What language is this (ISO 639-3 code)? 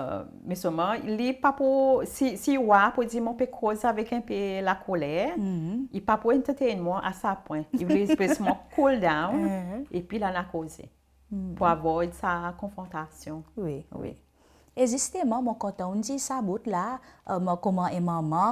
crs